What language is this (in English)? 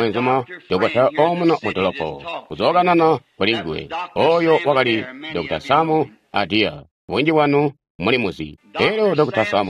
Tonga (Zambia)